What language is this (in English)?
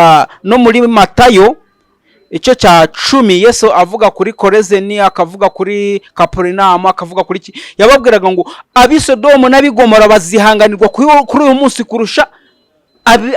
Kinyarwanda